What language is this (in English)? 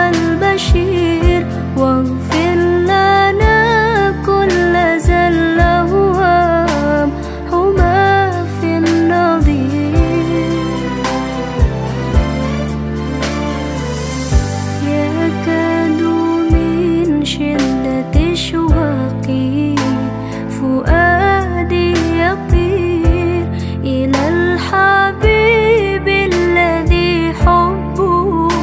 Arabic